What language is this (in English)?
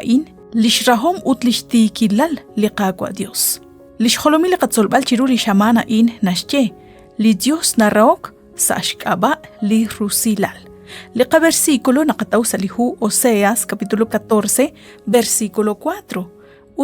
Kekchí